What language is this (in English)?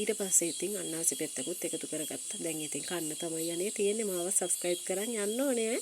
Sinhala